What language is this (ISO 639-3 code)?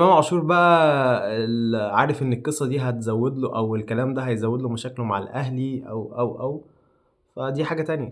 arz